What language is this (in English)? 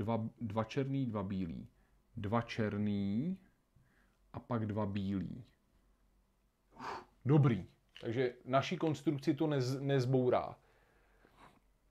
Czech